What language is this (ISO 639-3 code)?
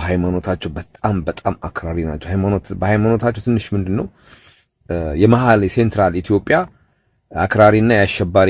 amh